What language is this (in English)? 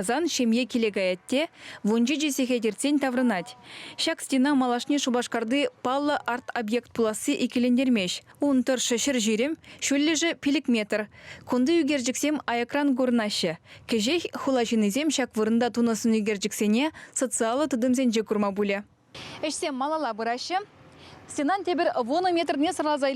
Chuvash